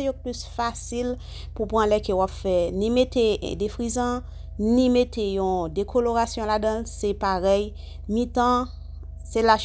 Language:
Haitian Creole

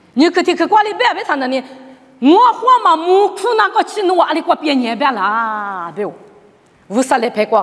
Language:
Lisu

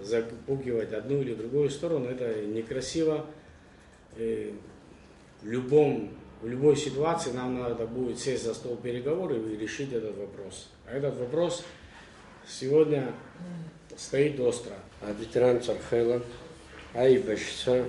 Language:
Abkhazian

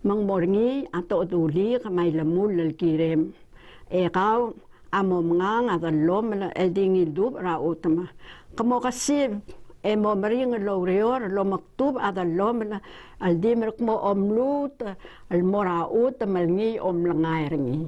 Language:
Palauan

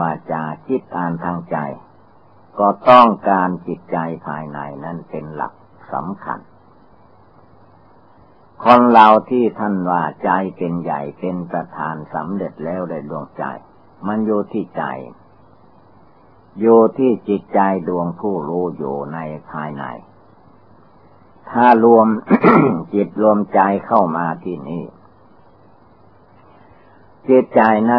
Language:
Thai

